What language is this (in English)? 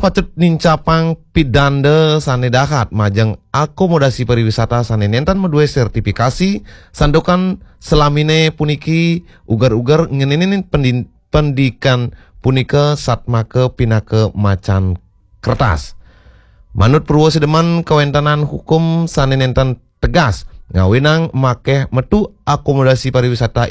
Balinese